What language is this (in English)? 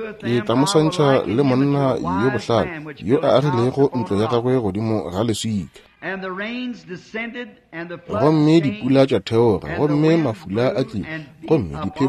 Northern Sotho